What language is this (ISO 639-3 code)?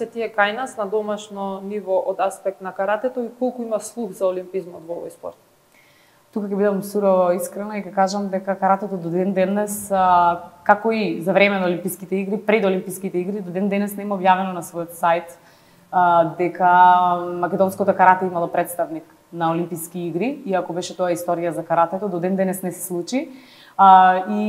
mkd